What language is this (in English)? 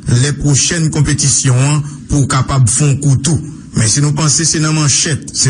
Haitian Creole